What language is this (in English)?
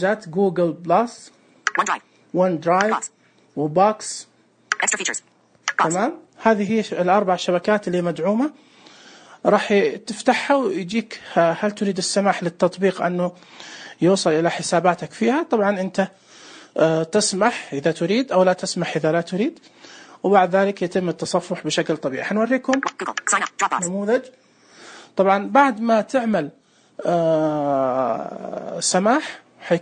Najdi Arabic